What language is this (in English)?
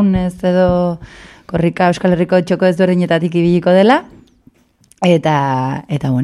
Basque